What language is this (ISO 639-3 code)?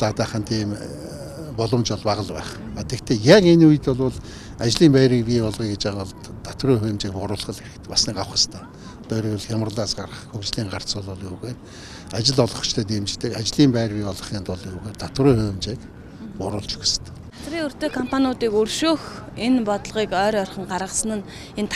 mon